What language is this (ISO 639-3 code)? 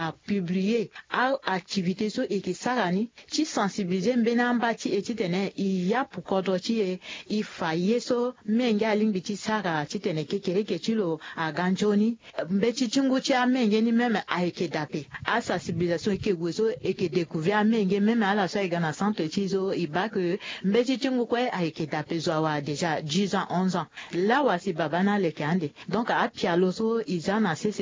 sag